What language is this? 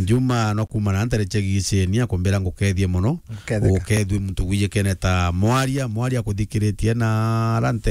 Meru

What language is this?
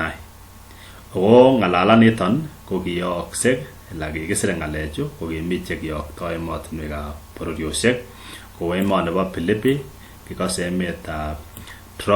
Kalenjin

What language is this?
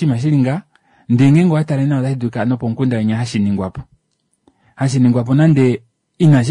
Kuanyama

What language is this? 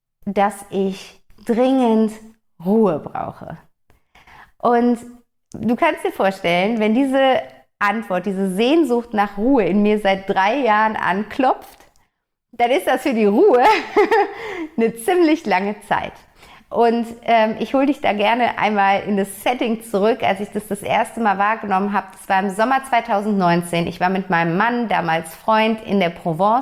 German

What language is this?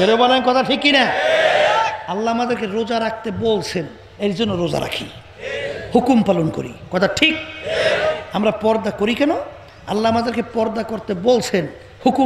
Bangla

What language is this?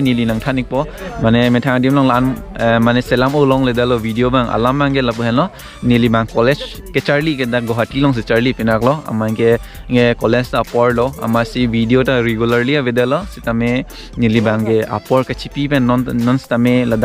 Karbi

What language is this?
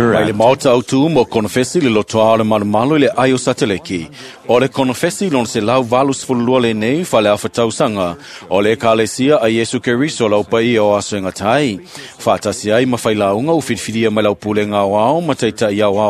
Samoan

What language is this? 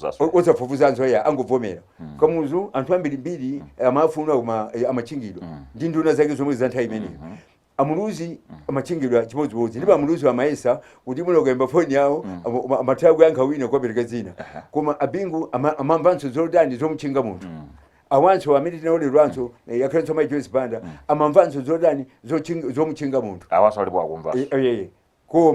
Nyanja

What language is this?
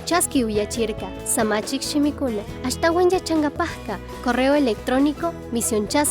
Chimborazo Highland Quichua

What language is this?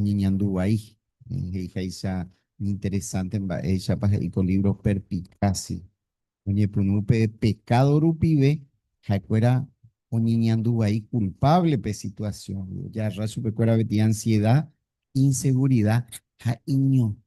Guarani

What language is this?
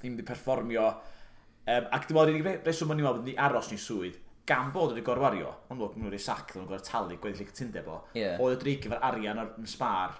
Welsh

